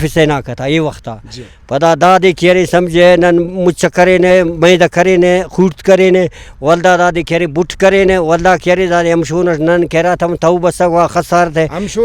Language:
Brahui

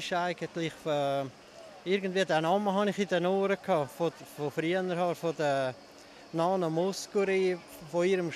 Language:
Swiss German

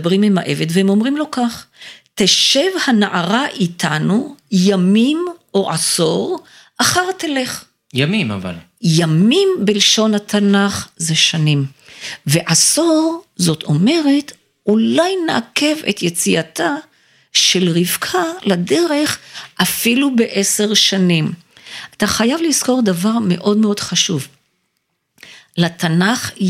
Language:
Hebrew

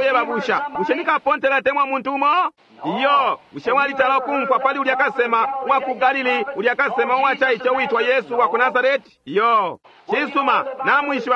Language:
Bemba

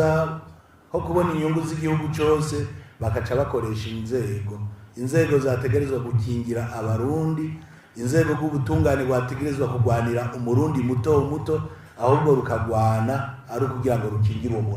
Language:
Rundi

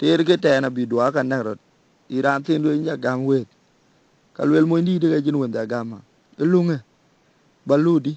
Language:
Dinka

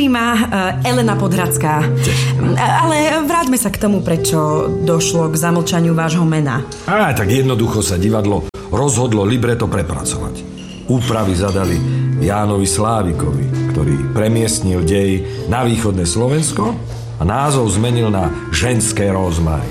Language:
Slovak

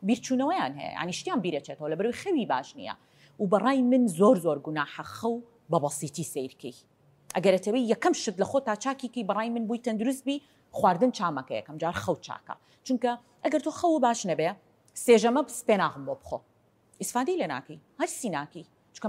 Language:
Central Kurdish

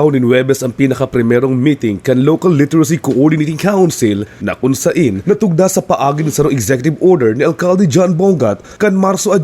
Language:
Bikol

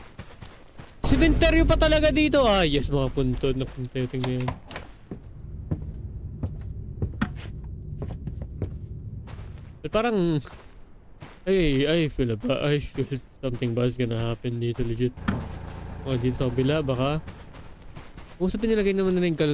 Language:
Filipino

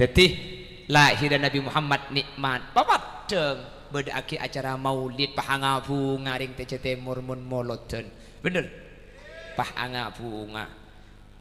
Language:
Madurese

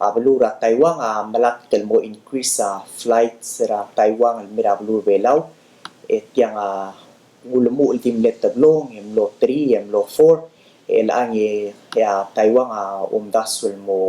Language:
Palauan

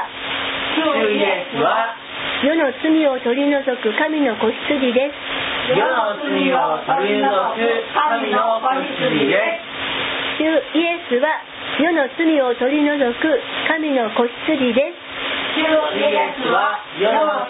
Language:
Japanese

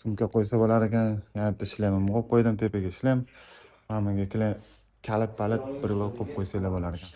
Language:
Uzbek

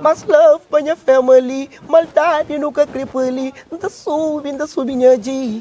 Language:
Kabuverdianu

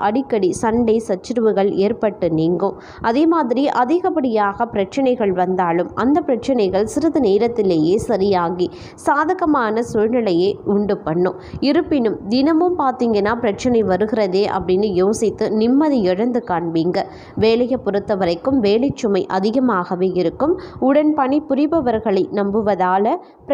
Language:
Tamil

